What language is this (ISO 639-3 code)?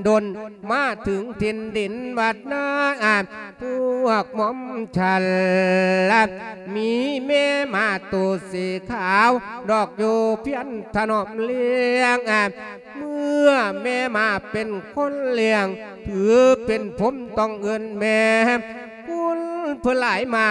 lao